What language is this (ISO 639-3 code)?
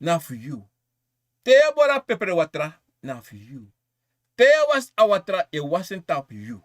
srn